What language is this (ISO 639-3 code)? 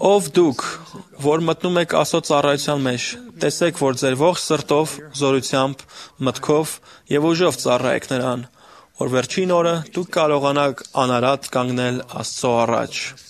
hye